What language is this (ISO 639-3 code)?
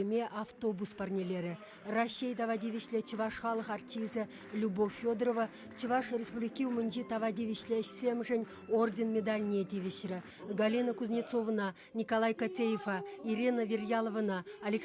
chv